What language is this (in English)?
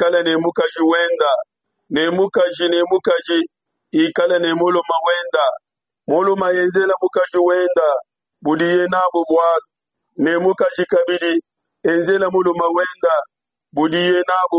Luba-Lulua